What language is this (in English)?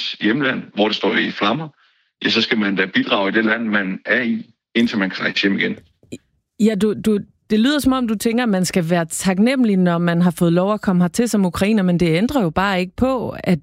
Danish